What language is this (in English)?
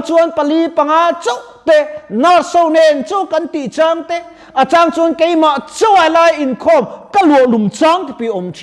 Mizo